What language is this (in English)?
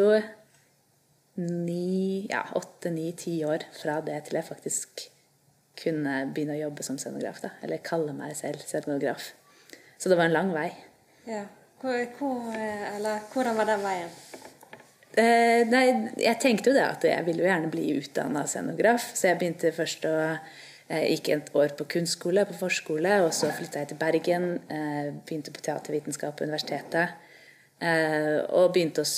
Norwegian